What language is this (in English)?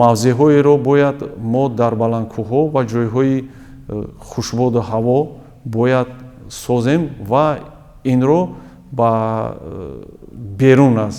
Tajik